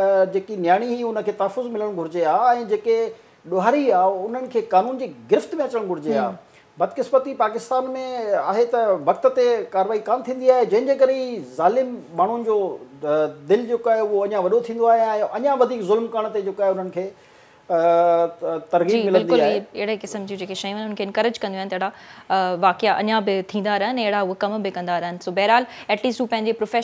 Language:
Sindhi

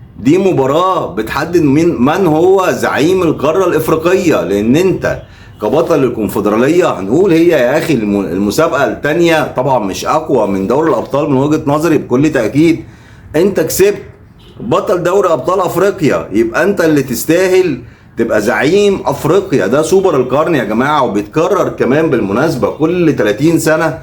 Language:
Egyptian Arabic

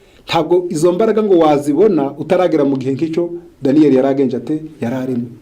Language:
Kinyarwanda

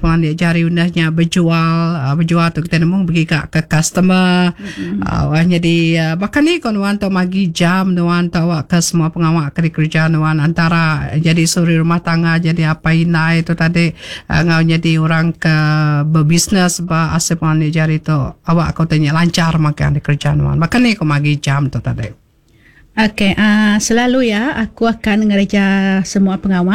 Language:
Iban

